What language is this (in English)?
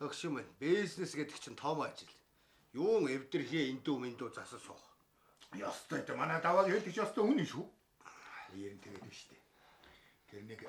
Mongolian